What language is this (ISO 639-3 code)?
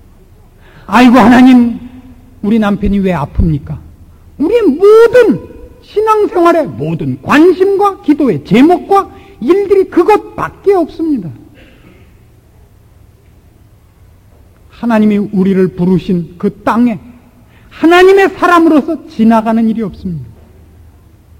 kor